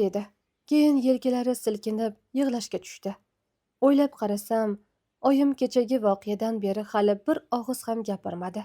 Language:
Uzbek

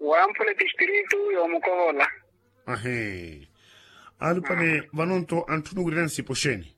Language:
Makhuwa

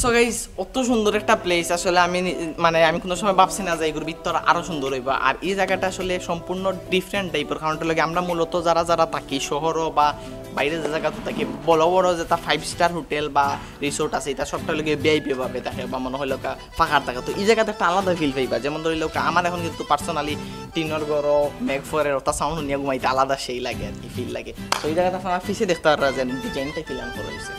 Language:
Sylheti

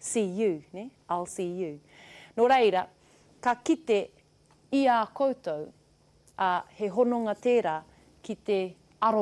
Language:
Māori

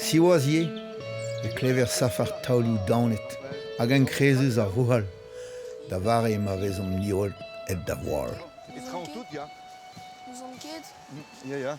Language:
Breton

